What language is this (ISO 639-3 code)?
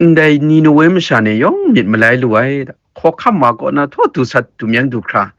kac